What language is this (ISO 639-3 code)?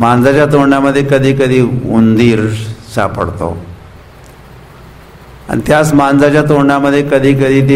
mar